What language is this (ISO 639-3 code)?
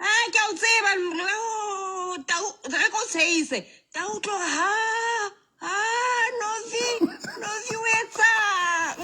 sot